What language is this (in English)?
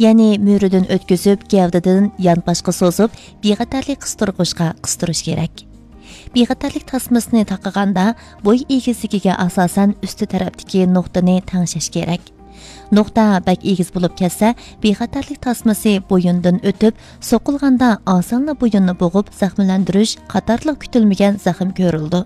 Uyghur